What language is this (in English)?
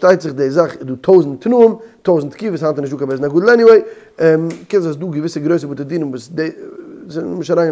Yiddish